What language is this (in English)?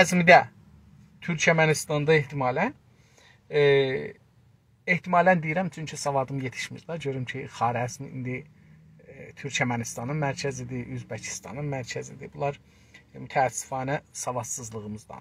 South Azerbaijani